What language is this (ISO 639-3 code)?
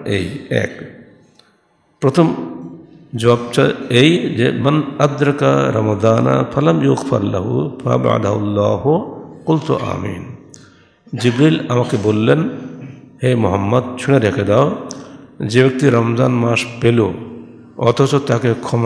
ben